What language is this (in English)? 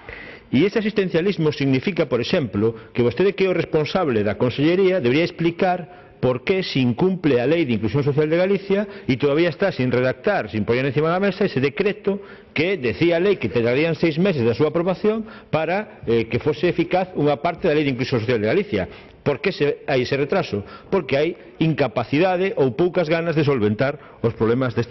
Galician